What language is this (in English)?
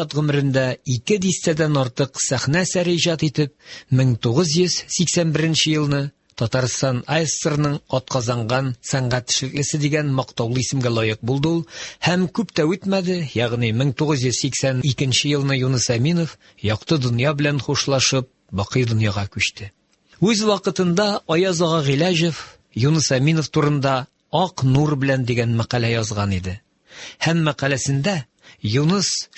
Tatar